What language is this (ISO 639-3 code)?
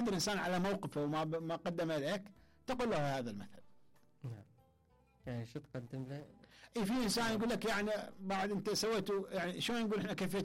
acm